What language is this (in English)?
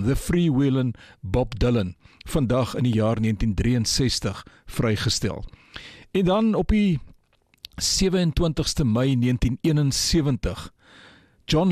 Afrikaans